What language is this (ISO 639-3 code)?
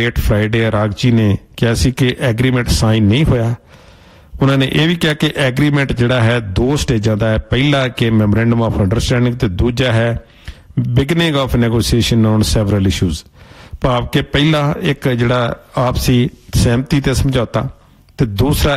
pan